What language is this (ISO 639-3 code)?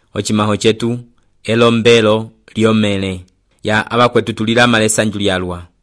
umb